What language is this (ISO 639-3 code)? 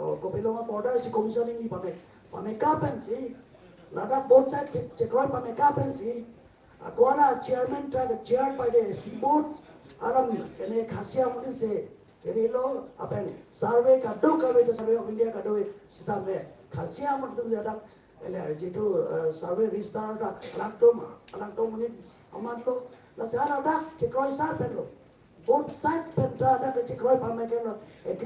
mjw